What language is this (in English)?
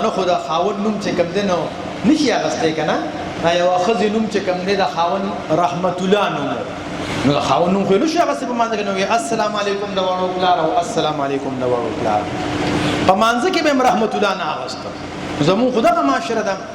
Pashto